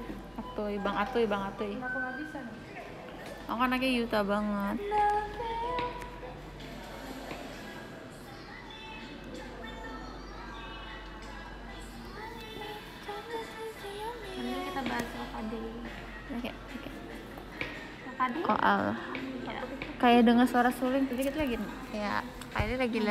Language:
Indonesian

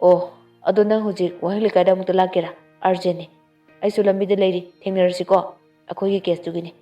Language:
Manipuri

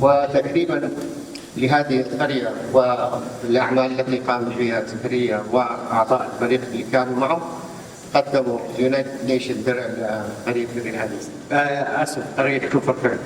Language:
North Levantine Arabic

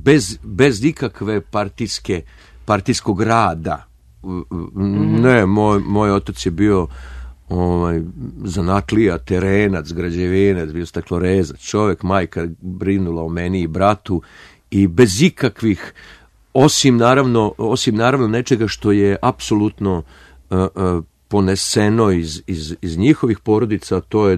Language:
Serbian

